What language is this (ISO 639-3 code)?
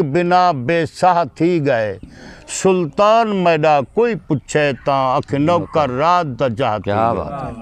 skr